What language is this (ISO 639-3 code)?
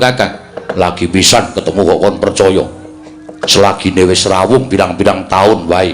jav